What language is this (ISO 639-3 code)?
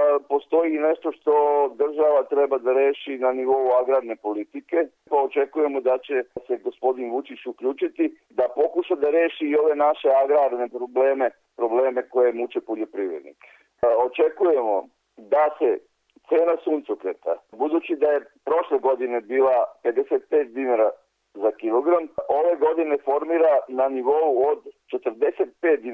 srp